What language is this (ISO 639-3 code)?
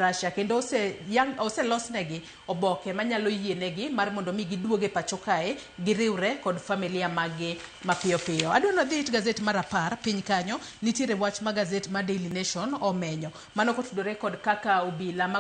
luo